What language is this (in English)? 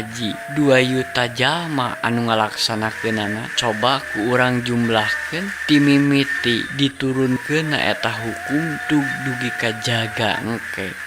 Sundanese